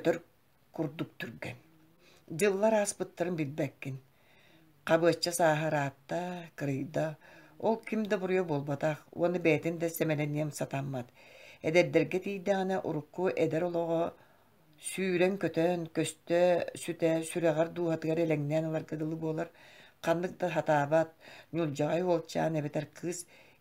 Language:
Yakut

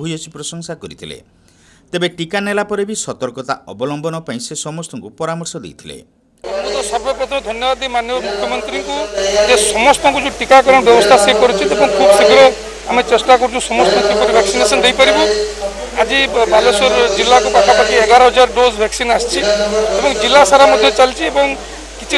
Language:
Odia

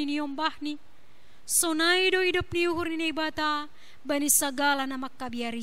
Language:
Batak Simalungun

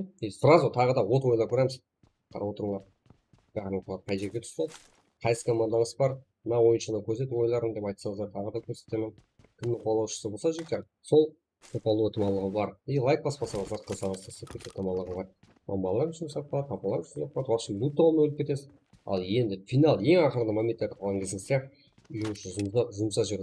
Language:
Kara-Kalpak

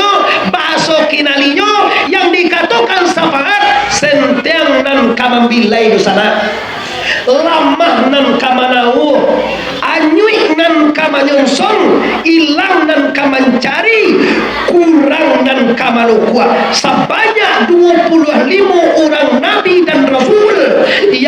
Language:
Minangkabau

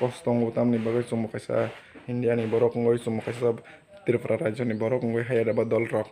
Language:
Kok Borok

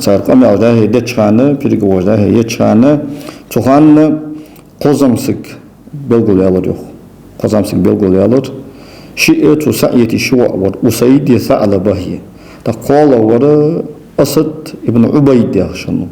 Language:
Ingush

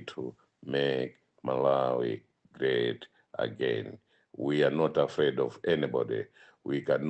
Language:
Nyanja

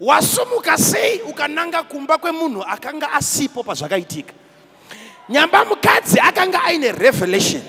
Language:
Shona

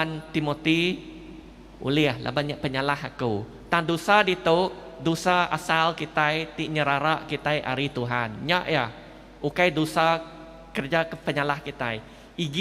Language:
Iban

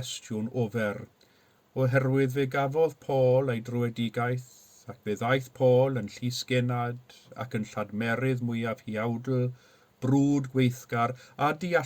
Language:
Welsh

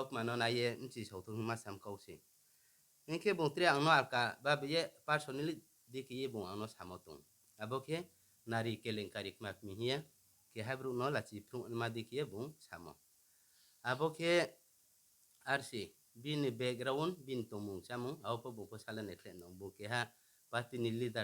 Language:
Riang (India)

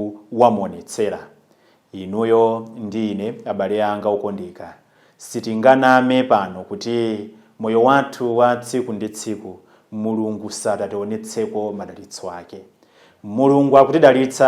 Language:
Nyanja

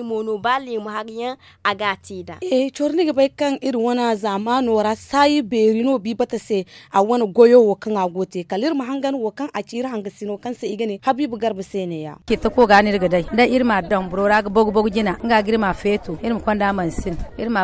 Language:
Zarma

